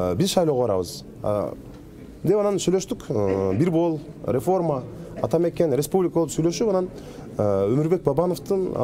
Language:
Kyrgyz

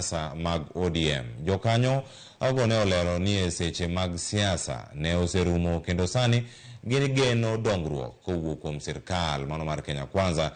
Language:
Luo (Kenya and Tanzania)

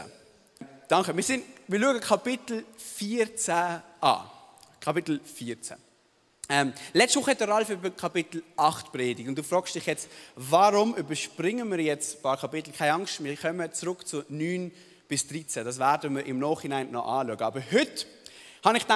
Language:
Swiss German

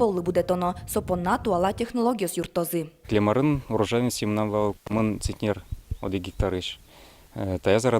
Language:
Udmurt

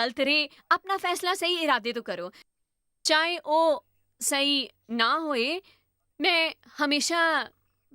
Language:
Dogri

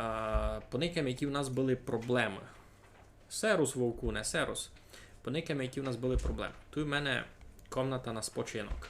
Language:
Rusyn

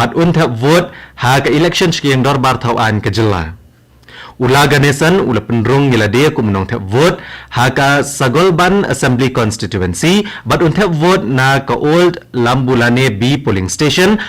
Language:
Khasi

